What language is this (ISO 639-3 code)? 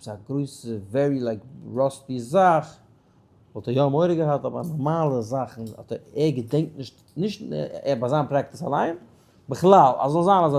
yid